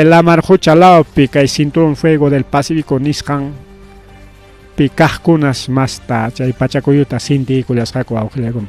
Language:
Ayacucho Quechua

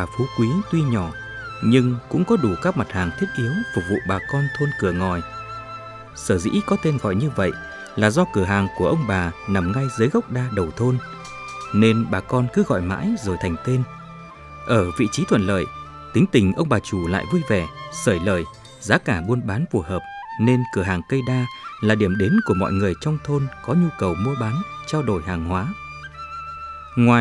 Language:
Vietnamese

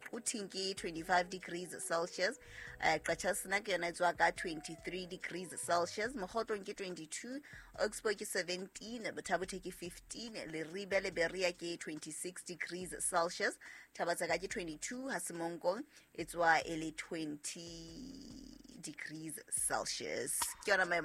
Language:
Southern Sotho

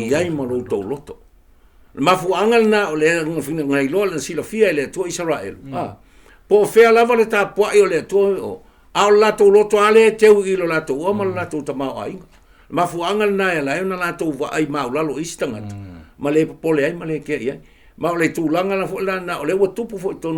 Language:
Samoan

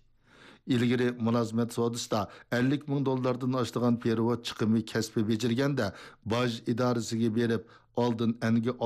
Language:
Uyghur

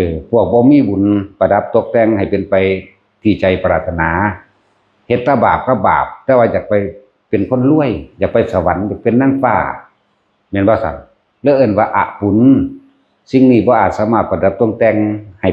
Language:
Lao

